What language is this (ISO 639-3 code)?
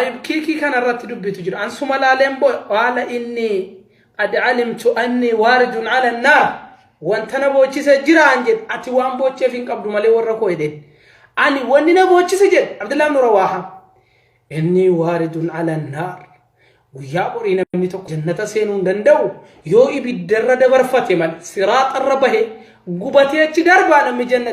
orm